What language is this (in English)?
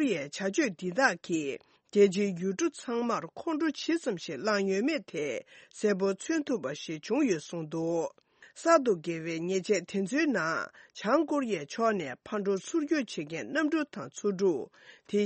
Tibetan